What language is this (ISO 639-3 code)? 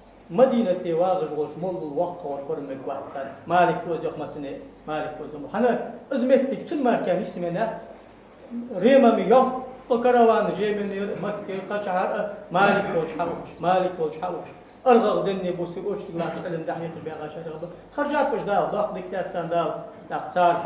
inh